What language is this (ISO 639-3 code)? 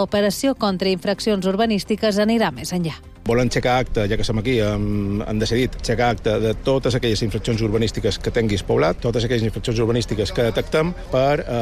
cat